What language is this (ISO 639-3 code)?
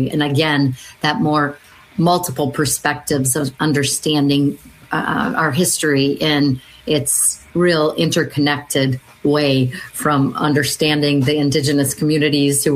eng